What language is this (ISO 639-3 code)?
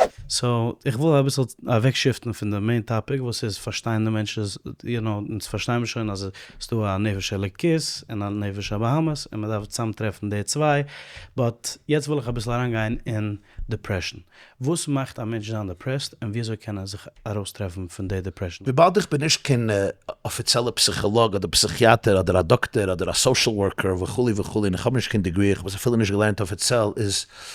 yid